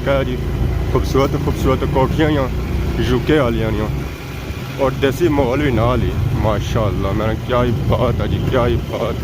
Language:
Pahari-Potwari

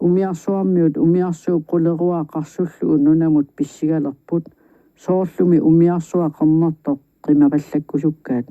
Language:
Kalaallisut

